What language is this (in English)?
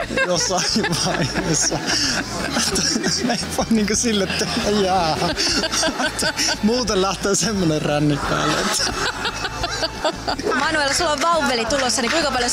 Finnish